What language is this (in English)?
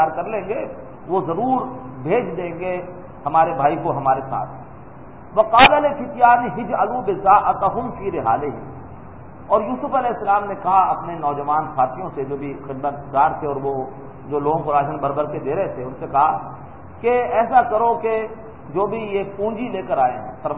Urdu